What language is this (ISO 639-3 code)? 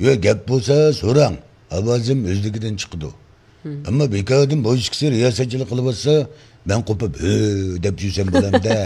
uig